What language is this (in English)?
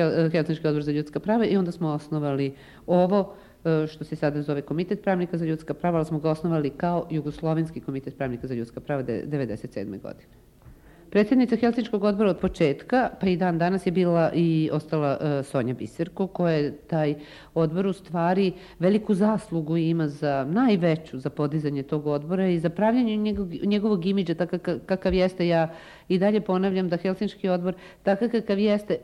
Serbian